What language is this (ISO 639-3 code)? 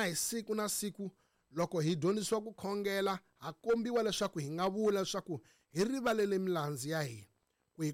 tso